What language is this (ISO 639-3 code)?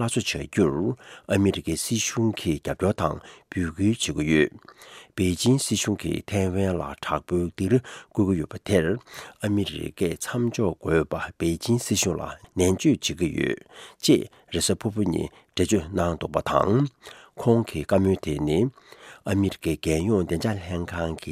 bod